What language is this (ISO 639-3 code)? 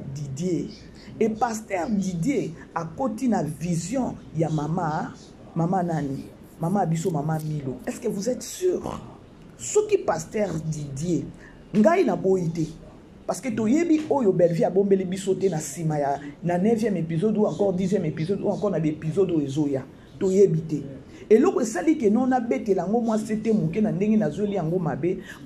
lin